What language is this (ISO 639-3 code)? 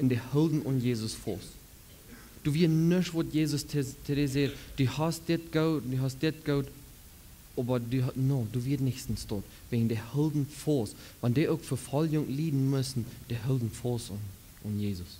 pdt